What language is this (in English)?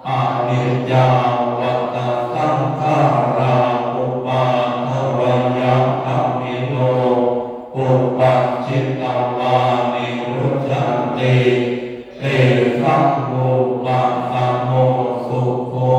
Pali